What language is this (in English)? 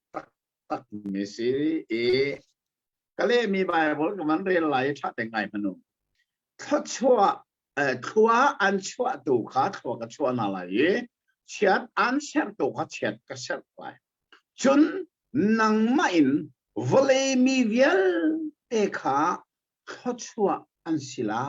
Hakha Chin